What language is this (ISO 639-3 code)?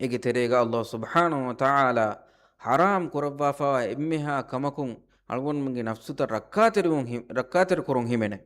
div